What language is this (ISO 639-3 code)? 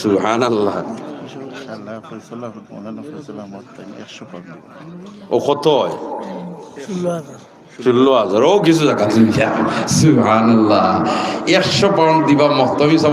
syl